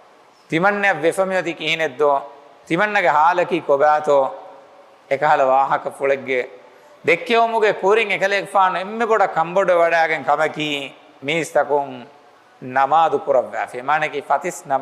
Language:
Divehi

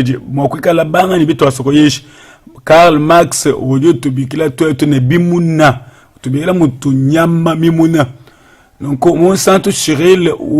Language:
Luba-Lulua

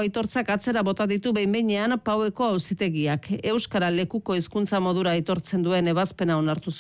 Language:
Basque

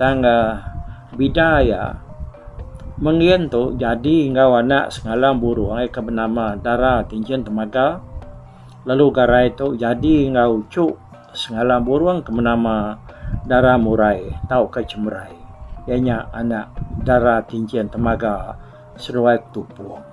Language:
Iban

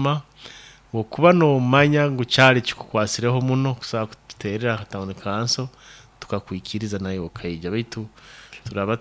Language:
Nyoro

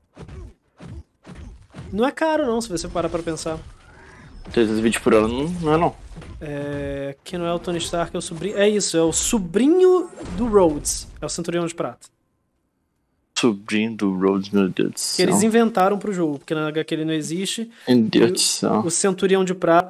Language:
Portuguese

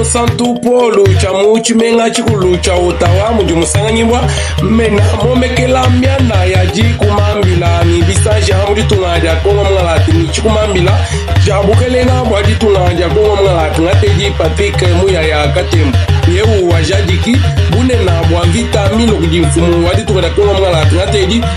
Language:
Luba-Lulua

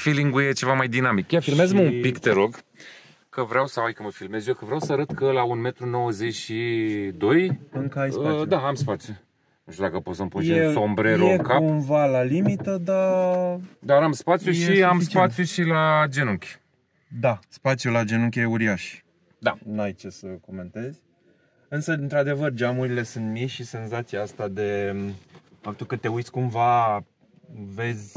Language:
Romanian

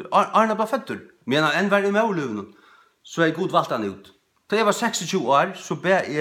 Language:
Faroese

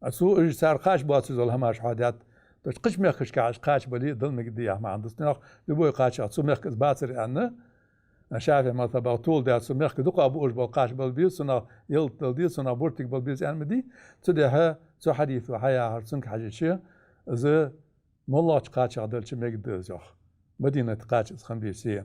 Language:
Ingush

